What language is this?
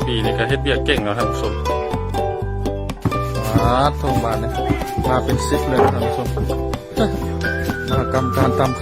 Lao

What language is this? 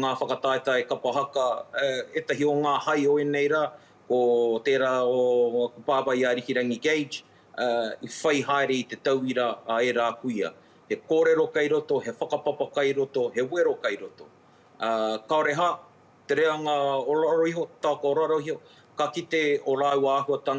Māori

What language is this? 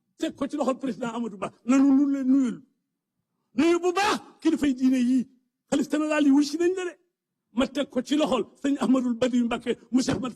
Wolof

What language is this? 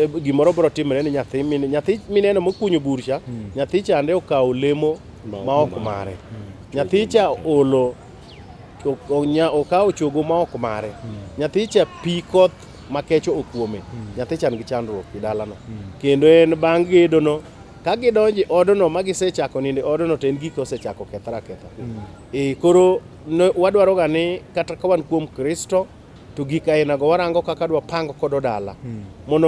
Luo (Kenya and Tanzania)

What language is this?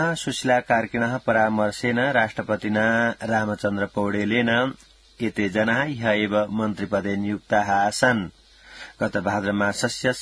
Sanskrit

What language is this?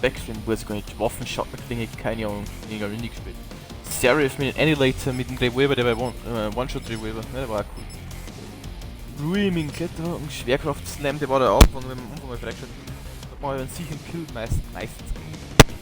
Bavarian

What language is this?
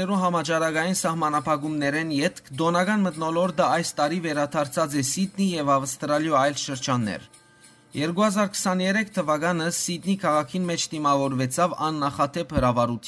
Western Armenian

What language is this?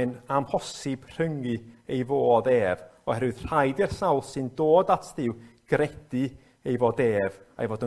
Welsh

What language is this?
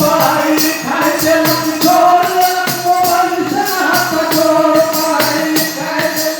Magahi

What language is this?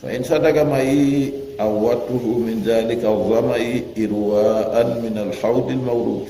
Fula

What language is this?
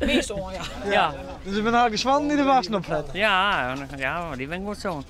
Western Frisian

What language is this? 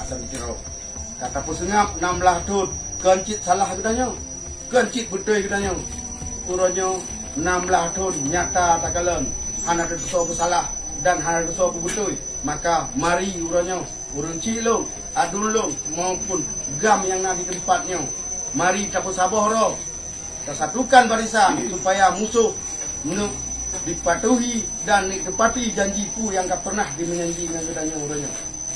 Achinese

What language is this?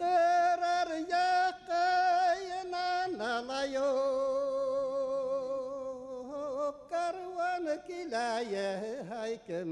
Bashkir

